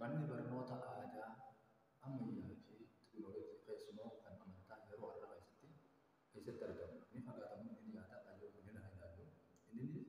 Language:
Oromo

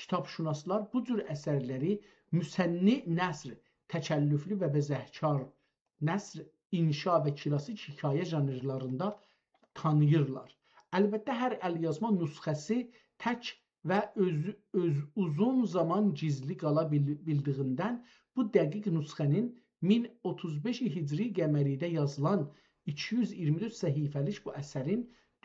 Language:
South Azerbaijani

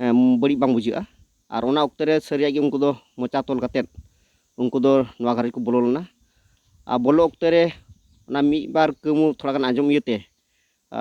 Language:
Santali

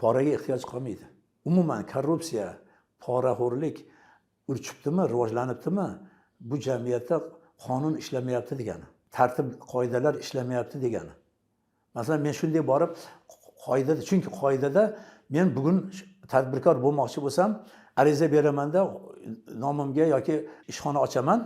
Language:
Uzbek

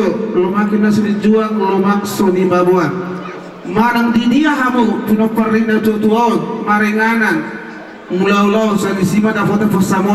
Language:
Batak Toba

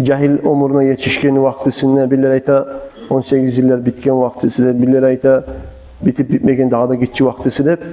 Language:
Kumyk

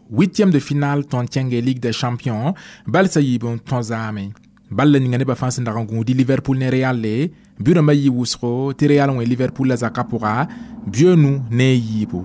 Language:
Mossi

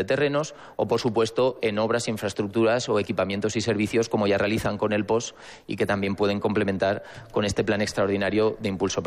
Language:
Spanish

